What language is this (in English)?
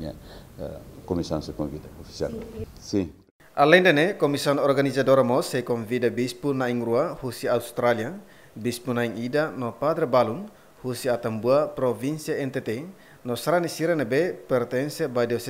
Tetum